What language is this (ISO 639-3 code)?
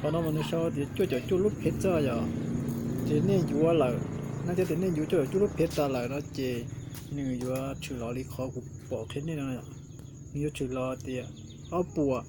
hmn